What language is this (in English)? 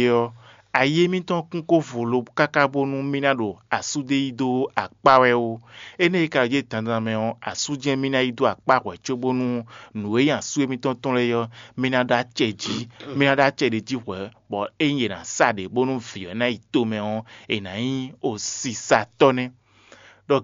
Fon